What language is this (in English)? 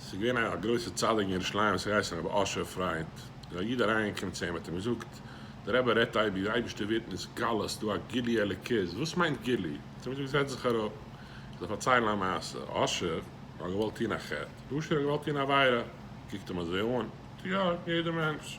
Yiddish